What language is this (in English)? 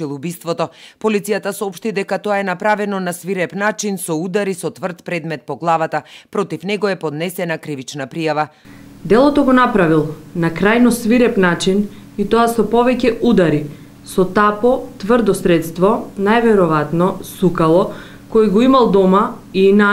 Macedonian